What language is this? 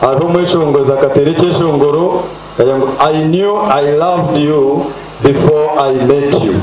Nyankole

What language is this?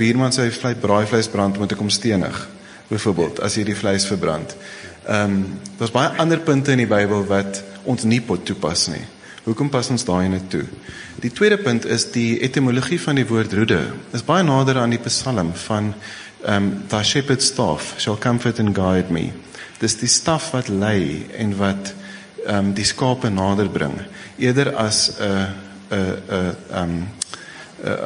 Afrikaans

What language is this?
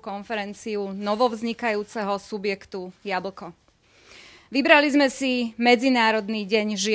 Slovak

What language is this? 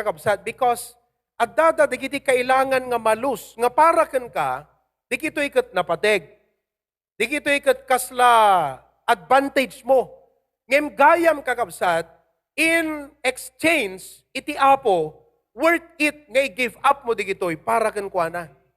Iloko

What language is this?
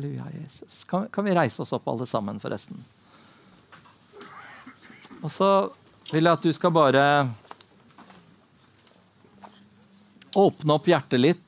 Norwegian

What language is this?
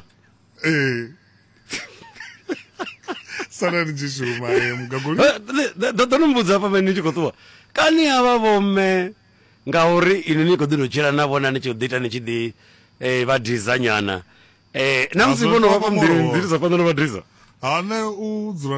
Venda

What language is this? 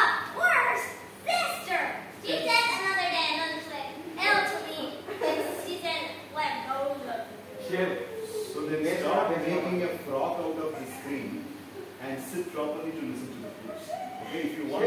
English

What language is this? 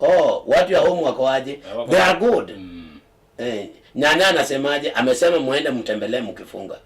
Luo (Kenya and Tanzania)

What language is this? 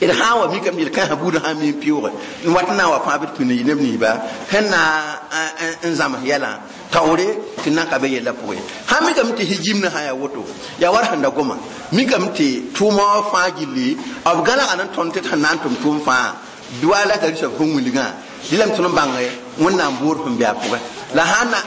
Mossi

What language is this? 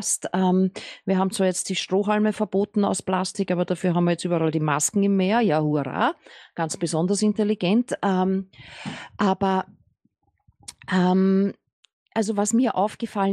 German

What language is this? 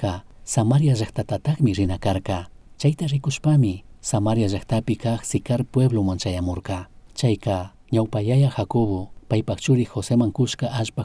Chimborazo Highland Quichua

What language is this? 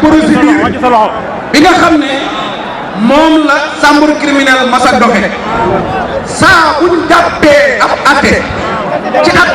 Wolof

